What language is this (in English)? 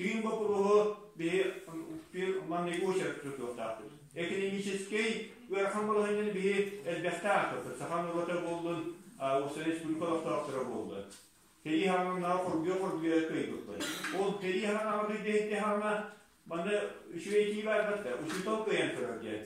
Yakut